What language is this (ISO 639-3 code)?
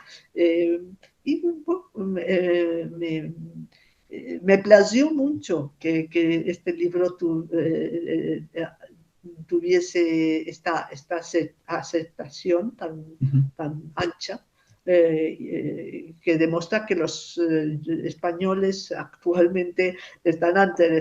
lad